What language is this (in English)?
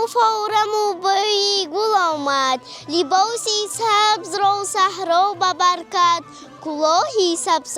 Tajik